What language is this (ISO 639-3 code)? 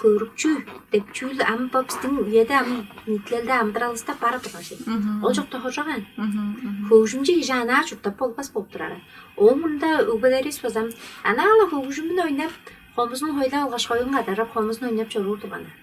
tyv